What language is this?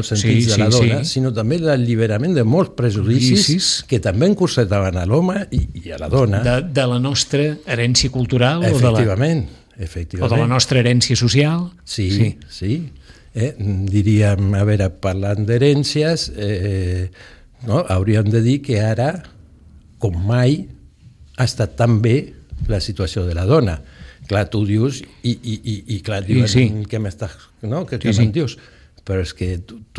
Catalan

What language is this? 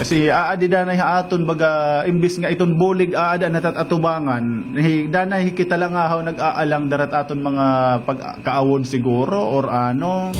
Waray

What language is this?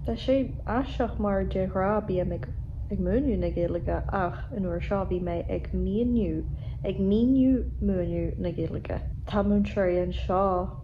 Irish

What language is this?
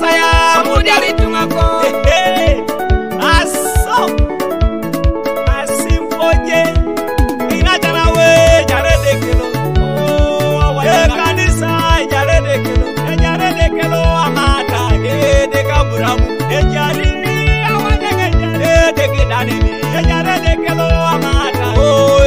Swahili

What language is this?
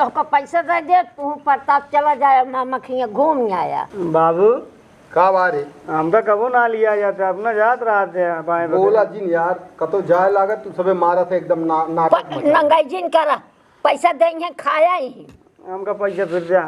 Awadhi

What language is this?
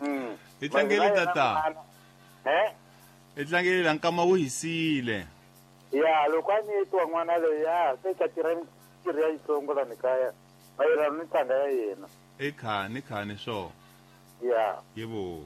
Tsonga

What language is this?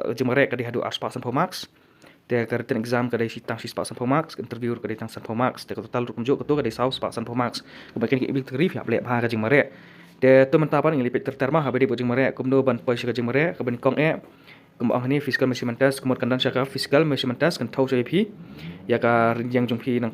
Khasi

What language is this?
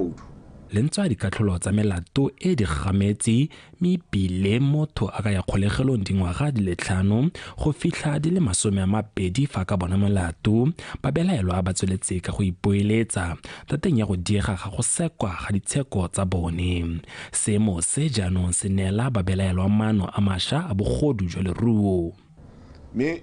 Tswana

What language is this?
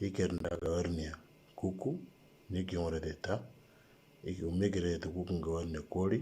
Moro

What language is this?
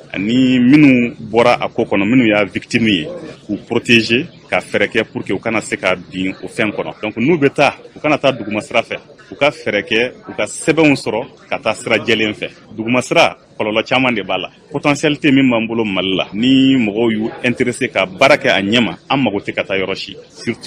Bambara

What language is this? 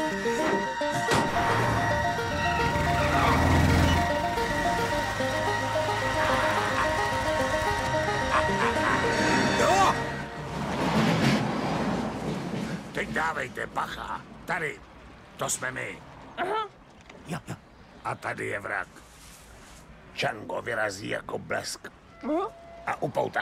Czech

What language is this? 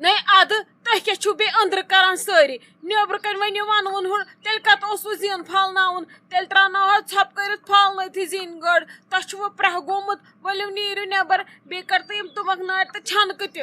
Kashmiri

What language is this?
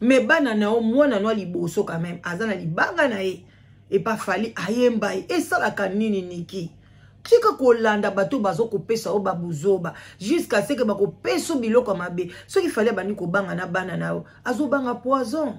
Lingala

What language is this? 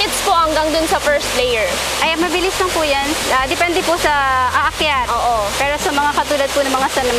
Filipino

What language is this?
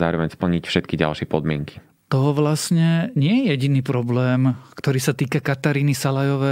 Slovak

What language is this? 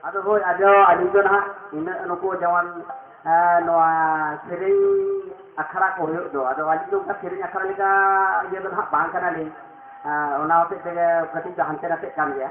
Santali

